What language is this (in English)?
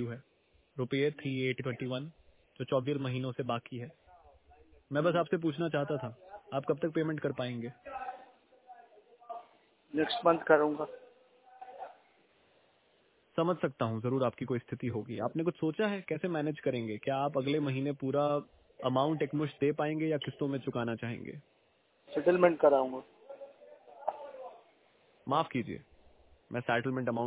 Hindi